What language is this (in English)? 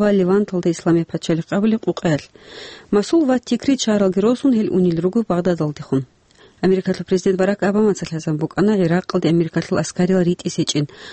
Avaric